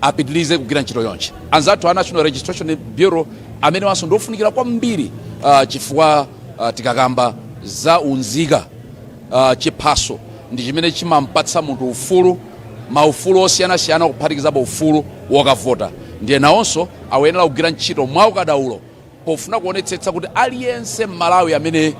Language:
Nyanja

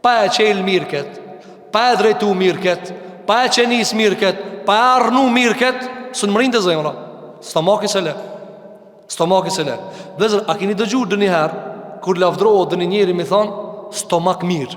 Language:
Albanian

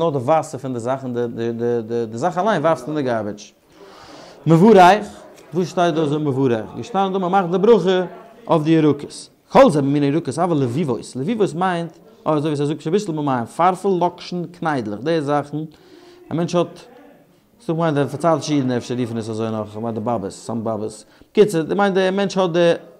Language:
Yiddish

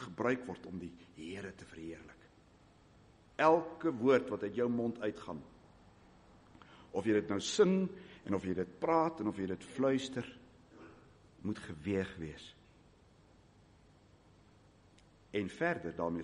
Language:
Afrikaans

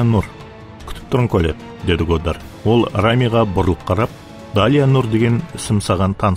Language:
Kara-Kalpak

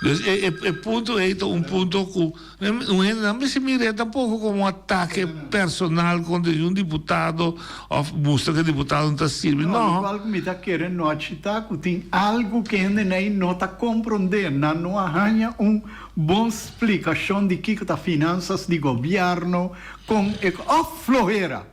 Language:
Papiamento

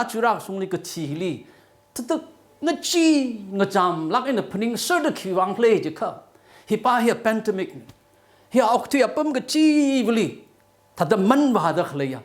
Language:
Tangkhul Naga (India)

